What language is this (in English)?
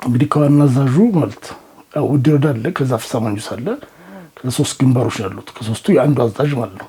Amharic